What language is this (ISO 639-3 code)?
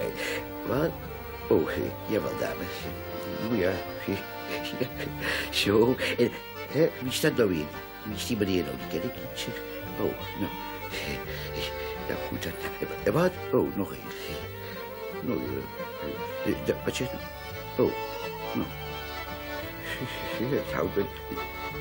nld